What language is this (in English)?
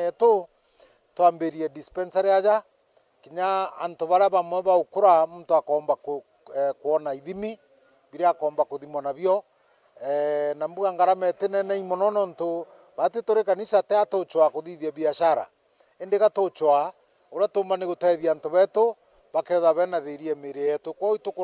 Meru